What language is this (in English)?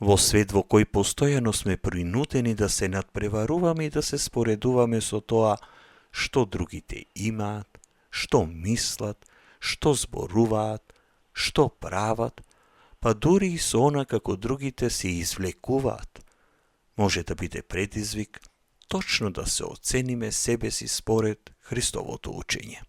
Macedonian